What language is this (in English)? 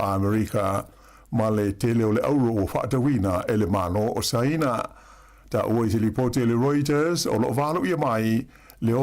Samoan